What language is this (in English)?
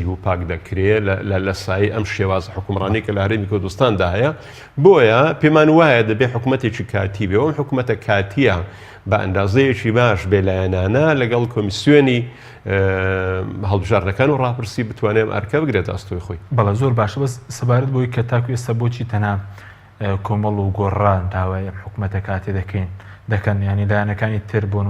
Central Kurdish